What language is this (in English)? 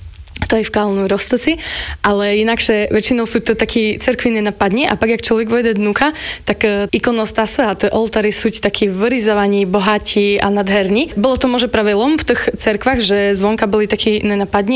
Slovak